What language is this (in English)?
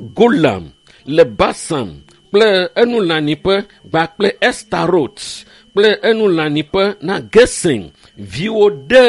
Ewe